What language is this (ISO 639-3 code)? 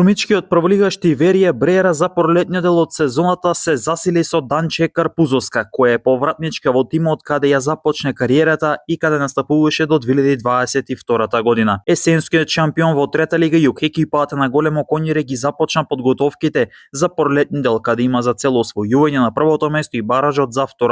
mkd